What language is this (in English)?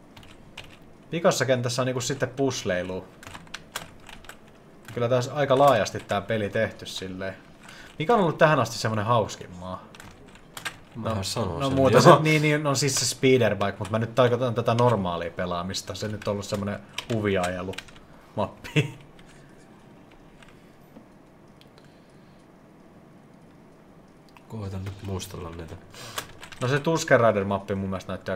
Finnish